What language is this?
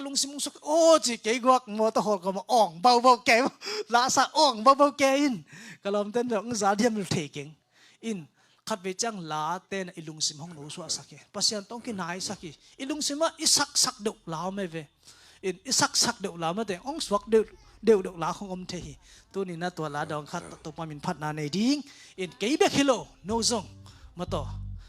Tedim Chin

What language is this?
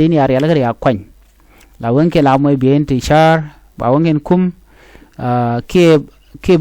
Nuer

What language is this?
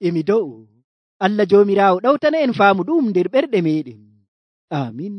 Nigerian Fulfulde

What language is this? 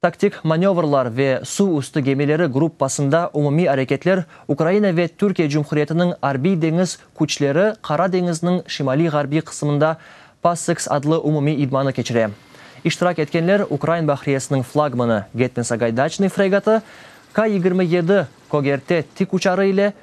Crimean Tatar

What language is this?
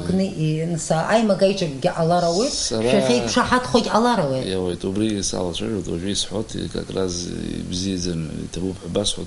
Abkhazian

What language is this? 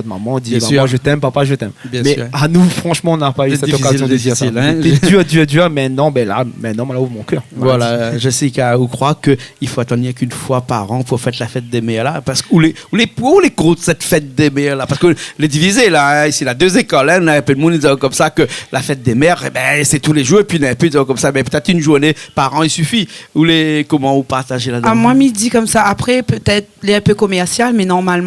Réunion Creole French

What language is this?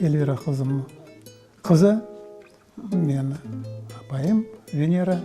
Crimean Tatar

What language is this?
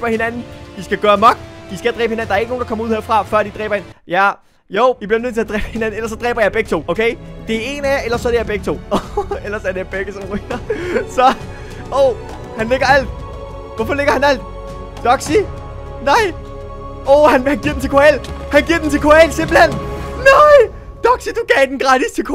Danish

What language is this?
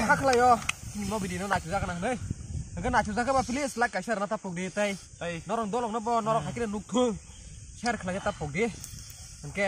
Kok Borok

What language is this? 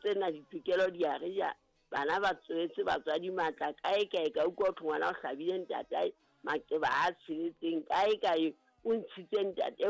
Southern Sotho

